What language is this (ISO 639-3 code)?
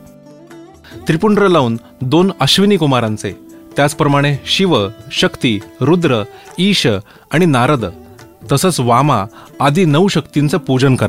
mar